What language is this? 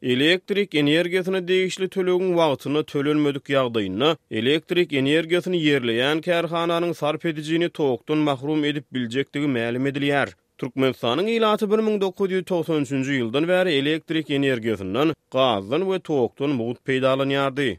Turkmen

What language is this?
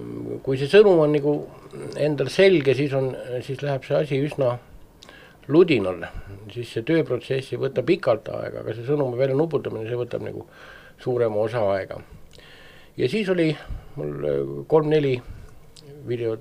Estonian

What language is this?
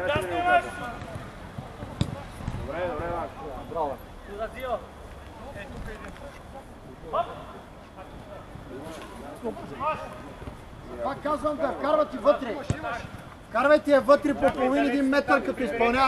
Bulgarian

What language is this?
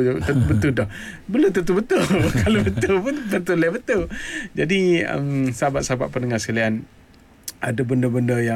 Malay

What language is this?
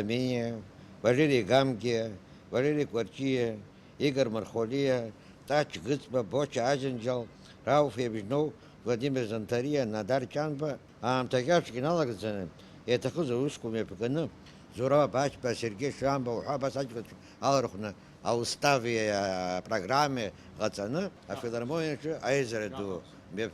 Abkhazian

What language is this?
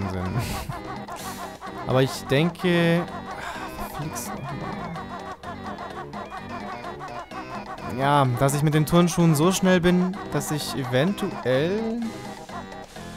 German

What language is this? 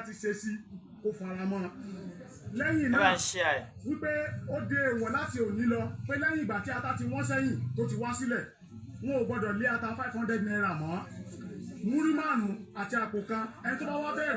Yoruba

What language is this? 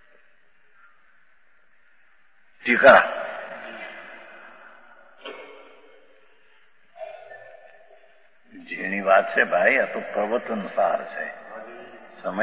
Gujarati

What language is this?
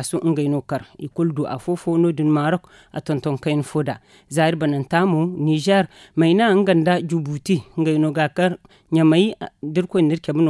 Zarma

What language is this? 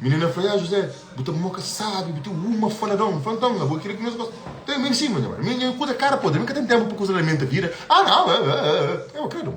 Kabuverdianu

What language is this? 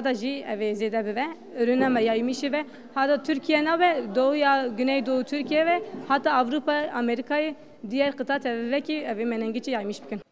Kurdish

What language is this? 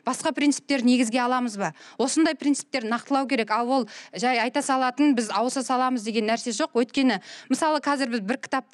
Kazakh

